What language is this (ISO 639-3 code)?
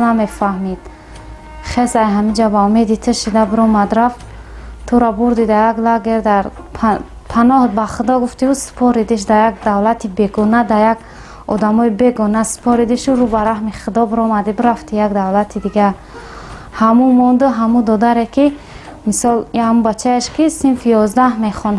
tgk